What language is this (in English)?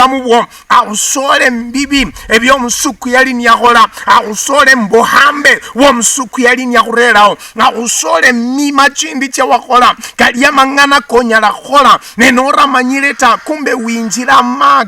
Luyia